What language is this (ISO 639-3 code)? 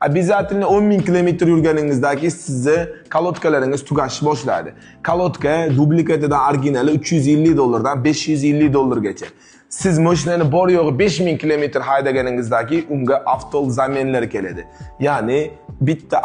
uzb